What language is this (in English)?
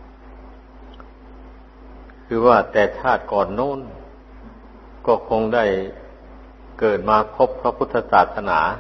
Thai